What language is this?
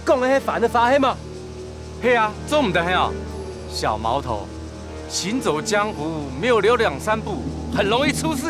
Hakka Chinese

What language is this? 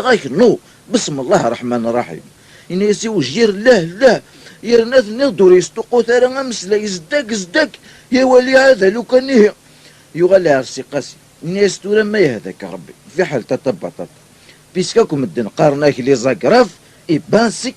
Kabyle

